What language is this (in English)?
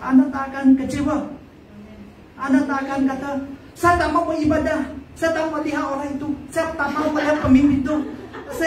Malay